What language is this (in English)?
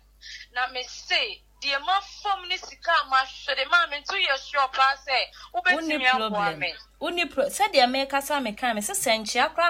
Akan